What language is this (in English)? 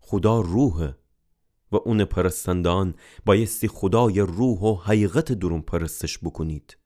Gilaki